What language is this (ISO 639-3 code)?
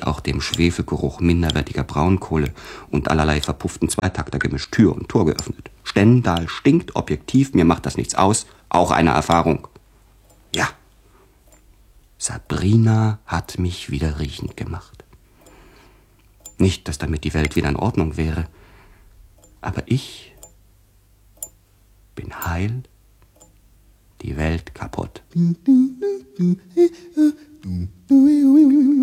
deu